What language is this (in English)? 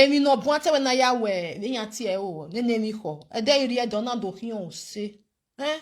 Nigerian Pidgin